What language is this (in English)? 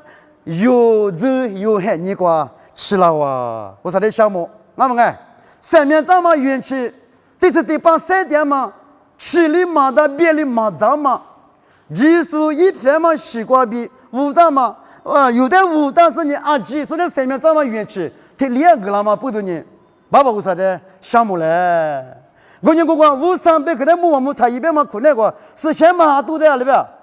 Lisu